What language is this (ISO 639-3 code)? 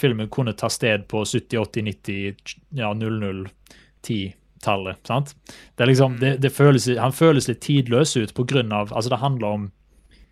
nor